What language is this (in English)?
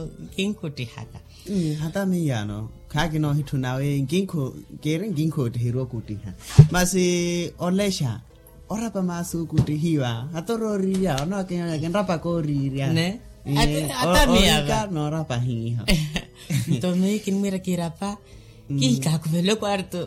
Makhuwa